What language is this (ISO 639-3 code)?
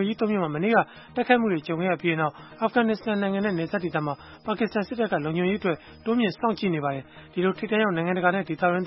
mya